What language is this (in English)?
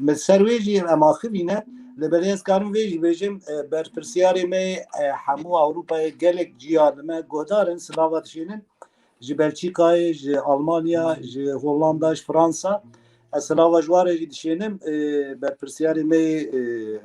Kurdish